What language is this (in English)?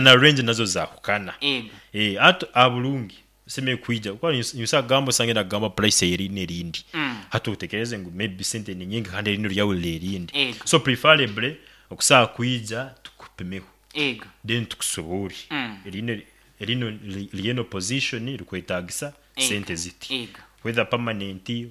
Nyankole